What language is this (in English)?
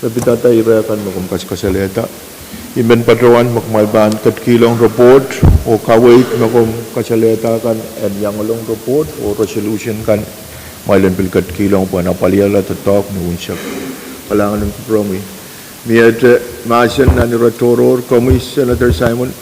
Pohnpeian